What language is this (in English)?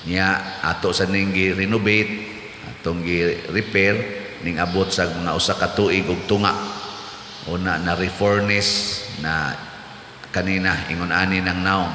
Cebuano